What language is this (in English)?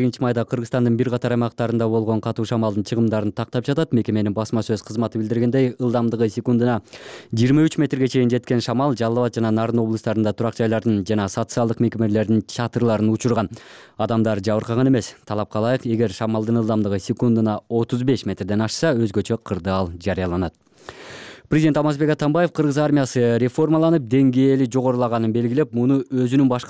Kyrgyz